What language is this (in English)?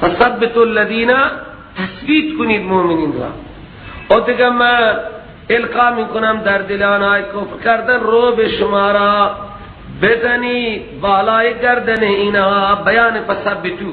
Persian